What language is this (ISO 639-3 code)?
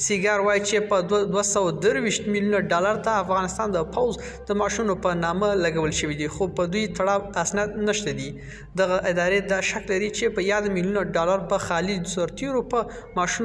pus